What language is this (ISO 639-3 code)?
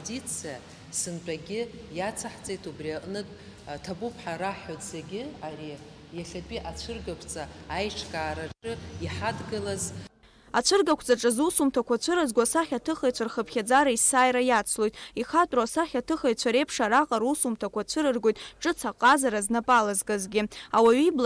abk